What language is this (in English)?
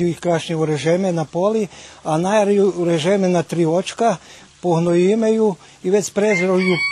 Rusyn